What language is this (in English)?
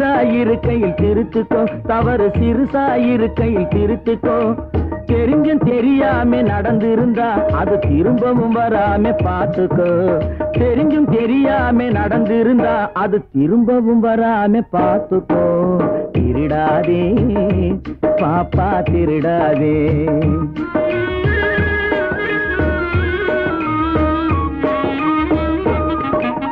Tamil